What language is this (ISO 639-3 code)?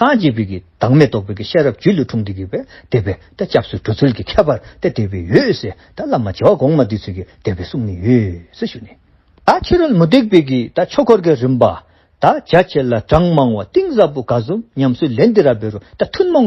dzo